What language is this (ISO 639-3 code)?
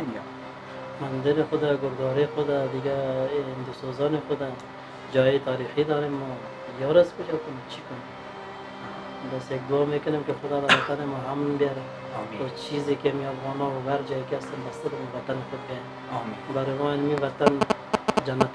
fas